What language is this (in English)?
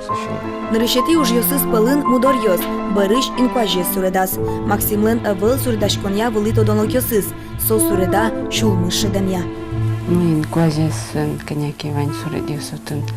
Udmurt